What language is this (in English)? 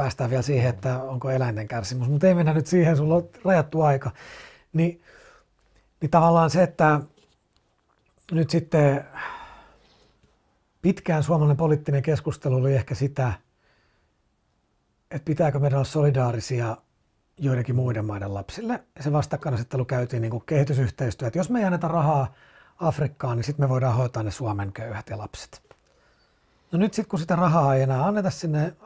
Finnish